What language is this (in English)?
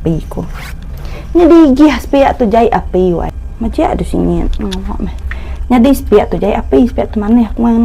Iban